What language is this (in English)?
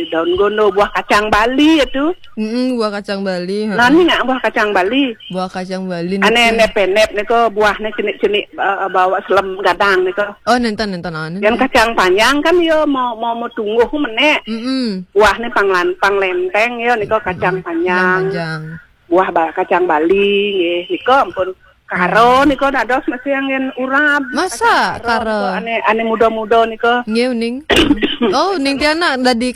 Balinese